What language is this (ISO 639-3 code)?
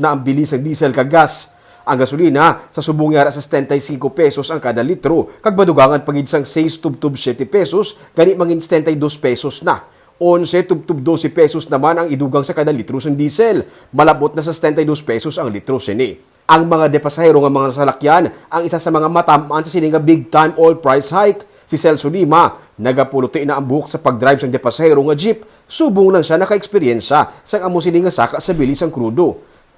hil